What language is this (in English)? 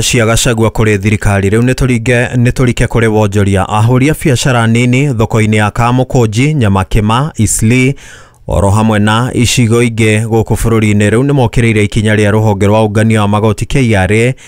Kikuyu